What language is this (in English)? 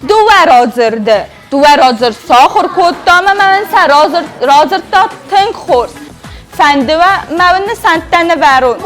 Ossetic